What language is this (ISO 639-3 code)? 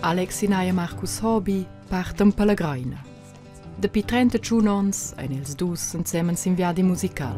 roh